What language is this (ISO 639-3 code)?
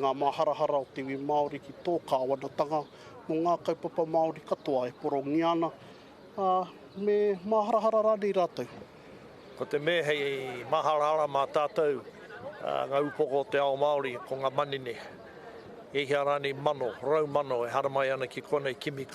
mri